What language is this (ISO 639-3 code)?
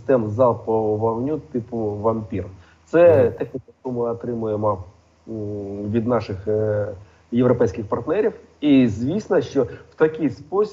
ukr